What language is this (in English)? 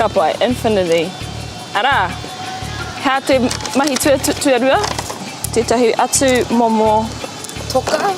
Māori